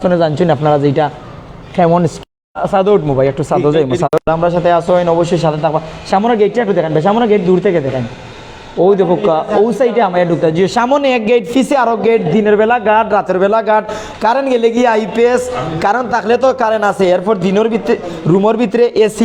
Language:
Sylheti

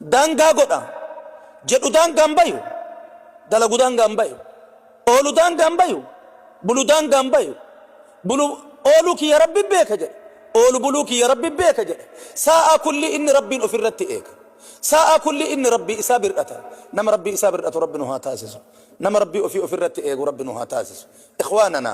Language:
Oromo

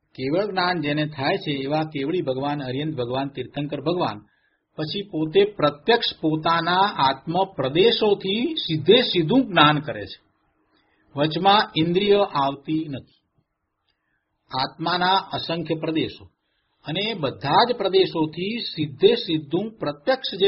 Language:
Gujarati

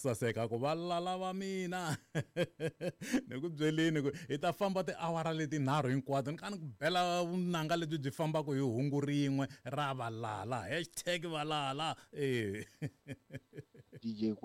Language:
Tsonga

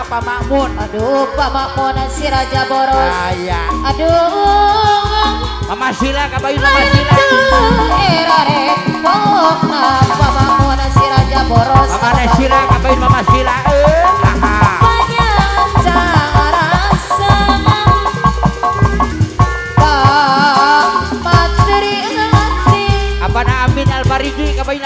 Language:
Sundanese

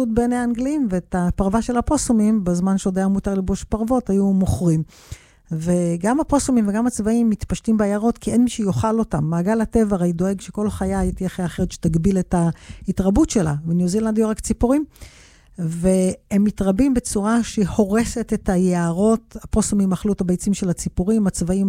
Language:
Hebrew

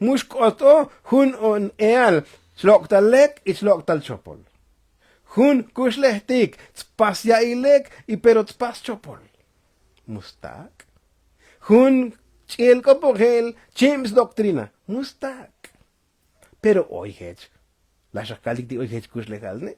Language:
Tzotzil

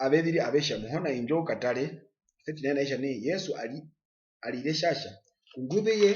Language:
Herero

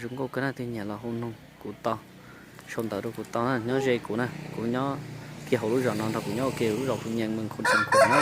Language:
Hmong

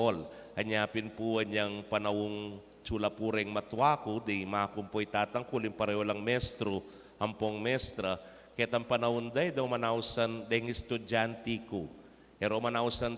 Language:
Pampanga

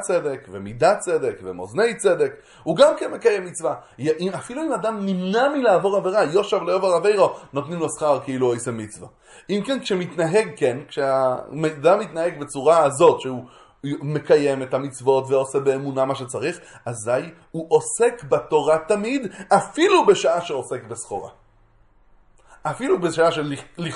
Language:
Hebrew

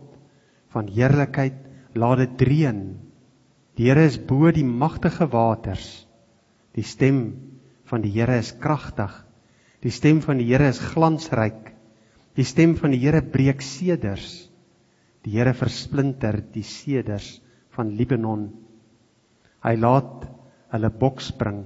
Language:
Afrikaans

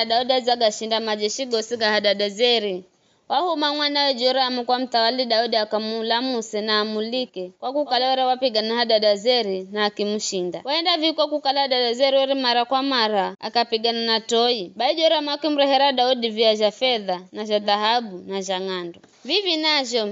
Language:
Giryama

